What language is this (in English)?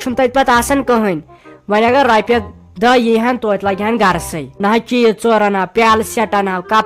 Kashmiri